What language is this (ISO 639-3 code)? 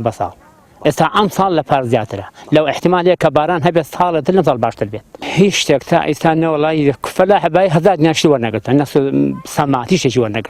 ckb